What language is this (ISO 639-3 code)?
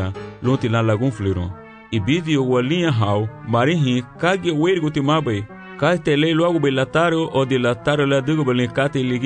cab